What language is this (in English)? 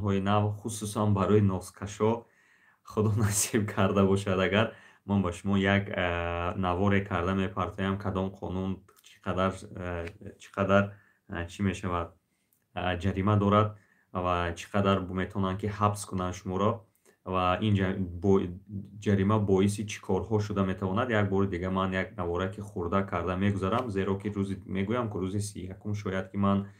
Tajik